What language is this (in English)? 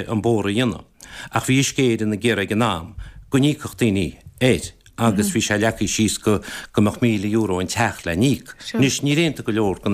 Irish